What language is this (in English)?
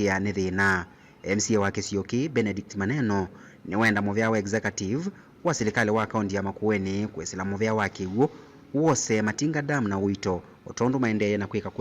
Kamba